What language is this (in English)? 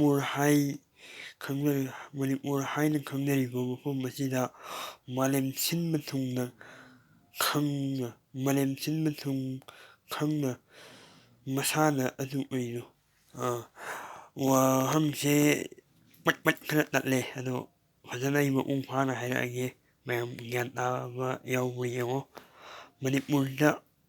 Manipuri